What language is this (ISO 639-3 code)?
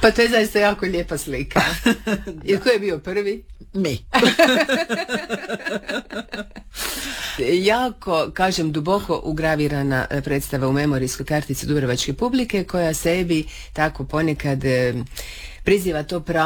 hrv